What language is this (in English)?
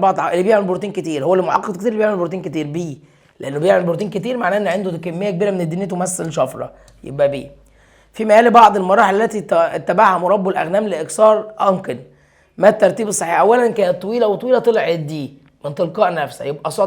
Egyptian Arabic